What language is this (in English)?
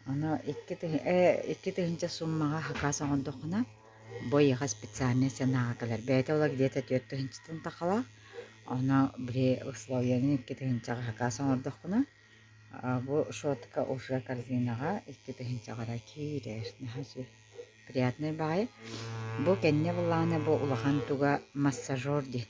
Yakut